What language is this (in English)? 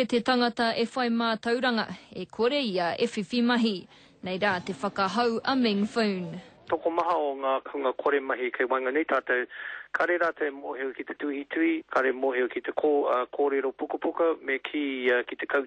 Māori